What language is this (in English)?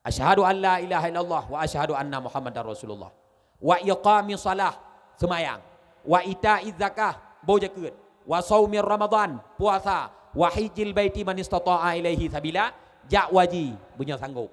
Achinese